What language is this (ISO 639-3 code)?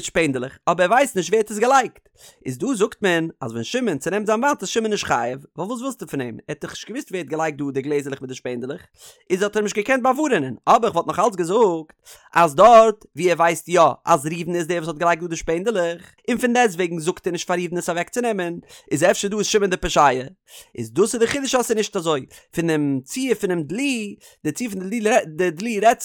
yid